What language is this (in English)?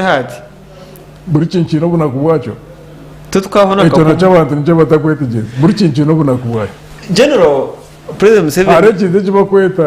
Nyankole